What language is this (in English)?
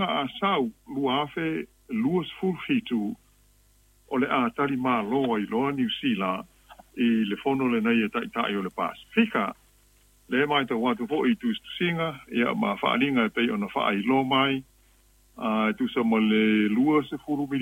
Samoan